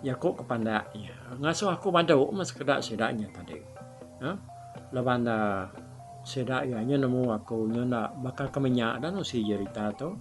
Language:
Iban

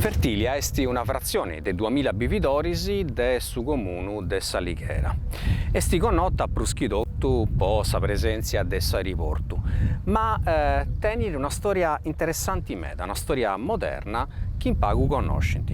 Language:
Sardinian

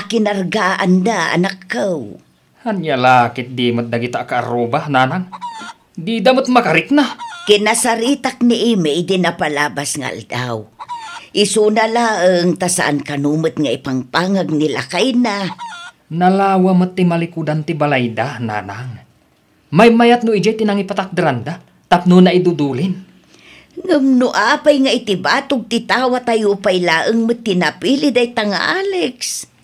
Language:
Iloko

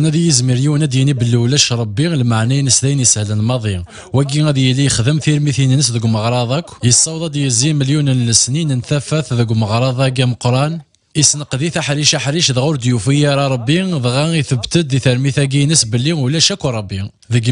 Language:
Kabyle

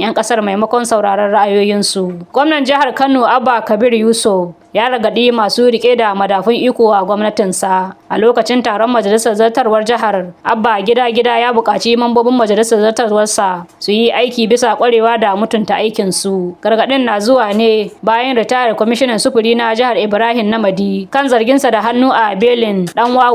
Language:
Hausa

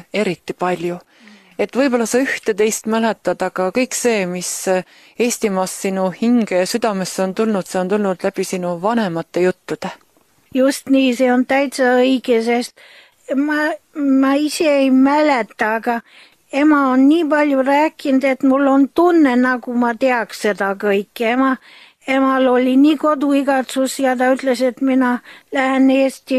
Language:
Estonian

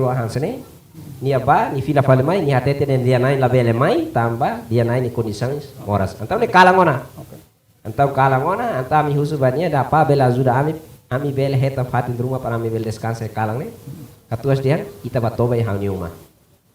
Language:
Tetum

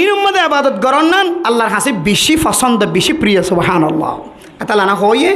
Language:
Rohingya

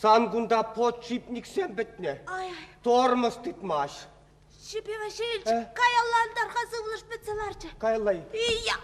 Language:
Chuvash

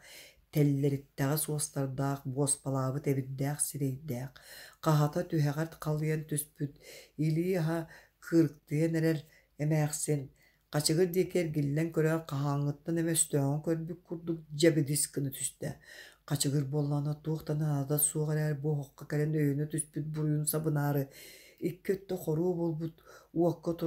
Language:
Yakut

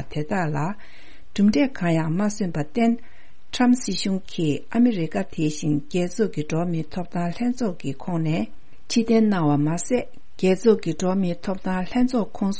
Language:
Tibetan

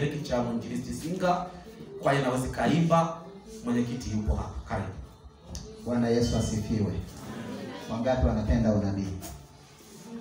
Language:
Swahili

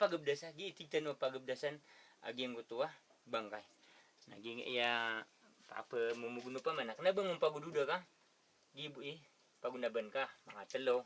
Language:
Maranao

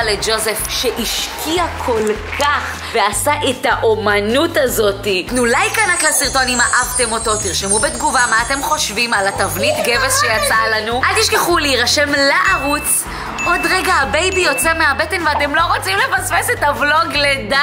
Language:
Hebrew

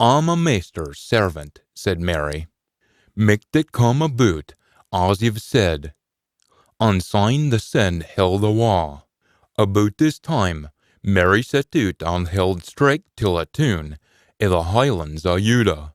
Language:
Scots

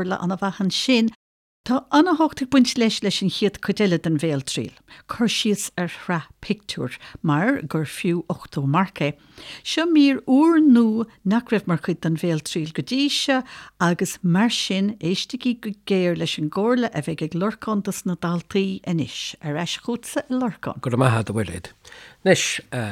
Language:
Irish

